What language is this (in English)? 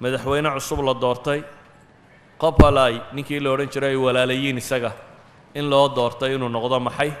Somali